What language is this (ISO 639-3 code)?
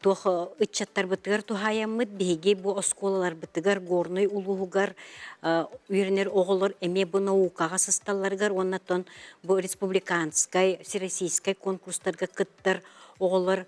sah